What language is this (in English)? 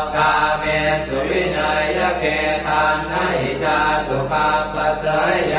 Pali